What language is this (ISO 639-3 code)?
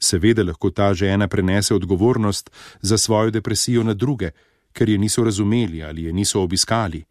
slv